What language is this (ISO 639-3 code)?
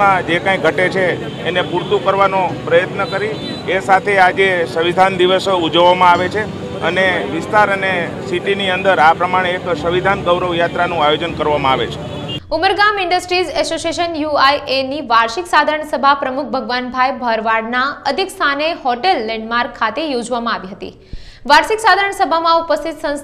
guj